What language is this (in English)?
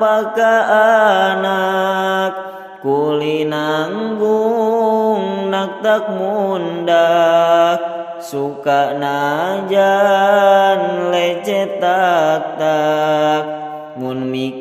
Sundanese